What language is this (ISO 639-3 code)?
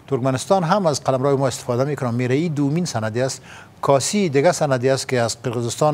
fas